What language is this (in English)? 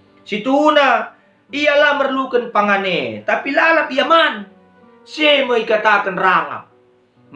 Batak Karo